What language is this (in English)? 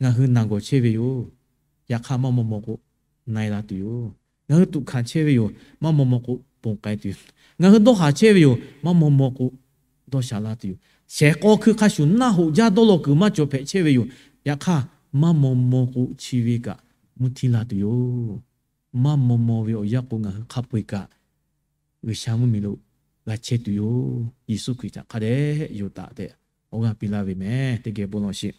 Lahu